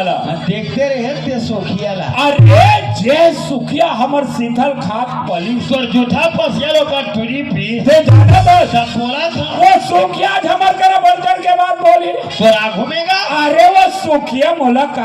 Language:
Chhattisgarhi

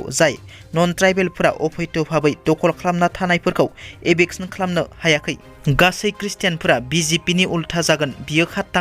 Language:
Bodo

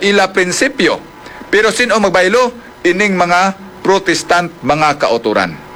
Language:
Hiligaynon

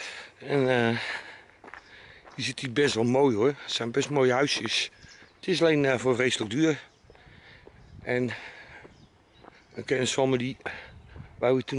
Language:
Dutch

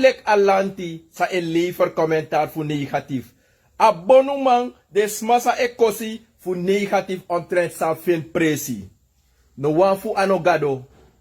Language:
Sranan Tongo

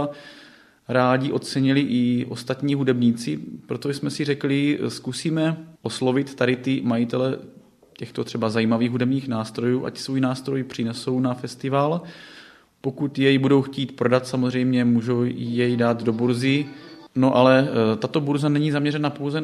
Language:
Czech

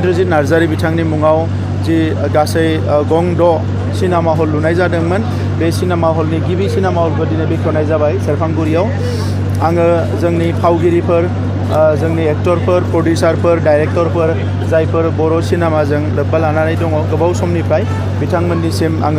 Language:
Bodo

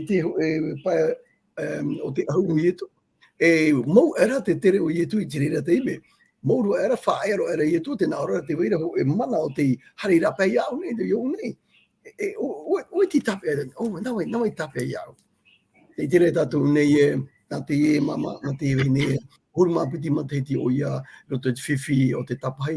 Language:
Tahitian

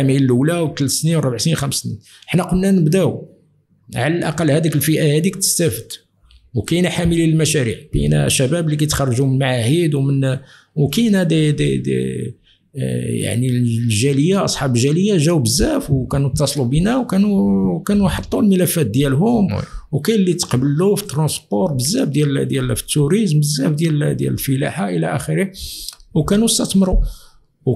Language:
Moroccan Arabic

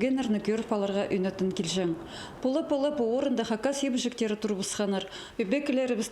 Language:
Khakas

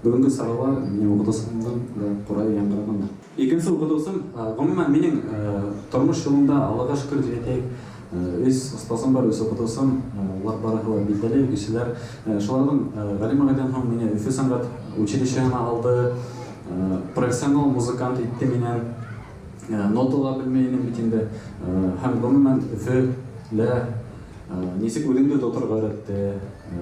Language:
Bashkir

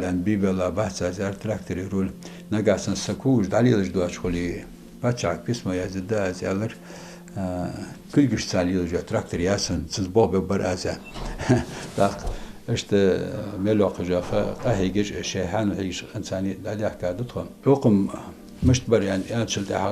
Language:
Ingush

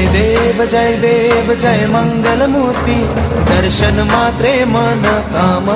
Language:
Marathi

